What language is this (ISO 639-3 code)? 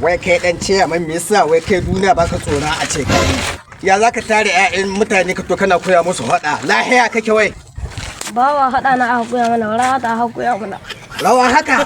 hau